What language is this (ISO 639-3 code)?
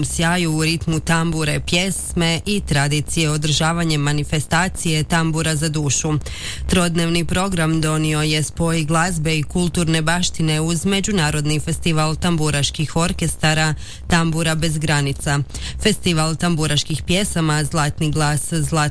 hrv